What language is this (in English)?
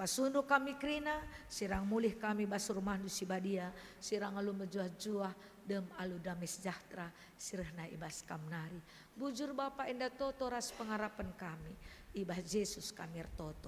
Batak Karo